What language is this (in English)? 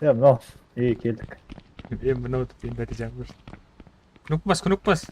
Kara-Kalpak